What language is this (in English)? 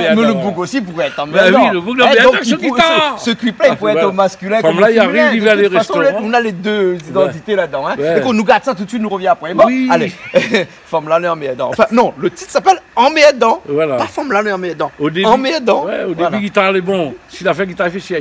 Réunion Creole French